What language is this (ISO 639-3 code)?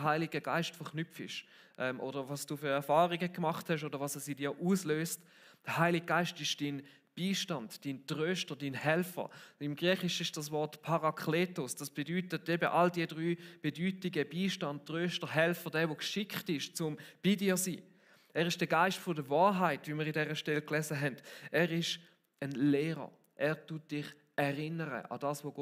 gsw